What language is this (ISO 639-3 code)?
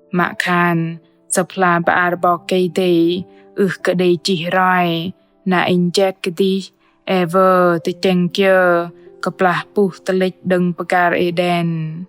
bdq